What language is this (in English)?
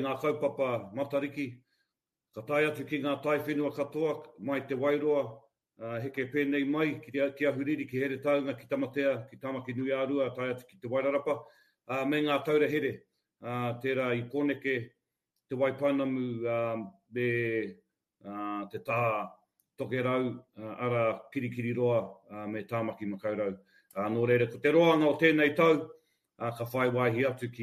Māori